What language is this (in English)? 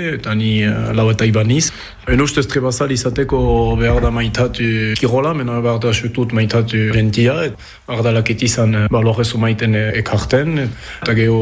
Basque